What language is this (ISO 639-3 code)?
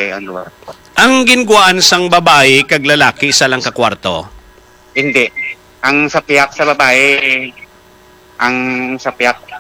hil